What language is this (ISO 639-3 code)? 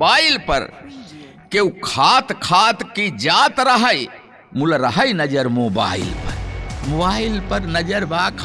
awa